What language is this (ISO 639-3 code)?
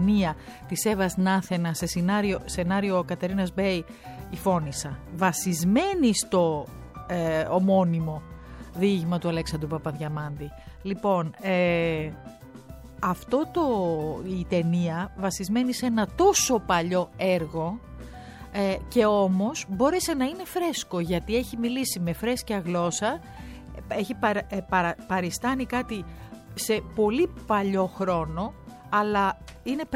ell